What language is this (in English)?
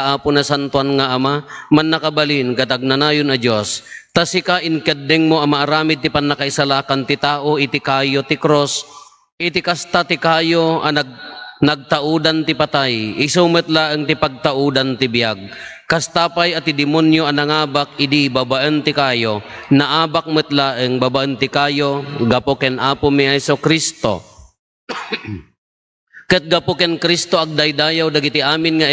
Iloko